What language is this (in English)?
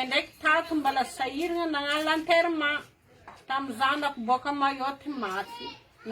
Malagasy